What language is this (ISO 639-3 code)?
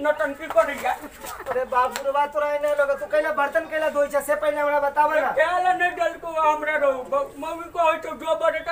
mai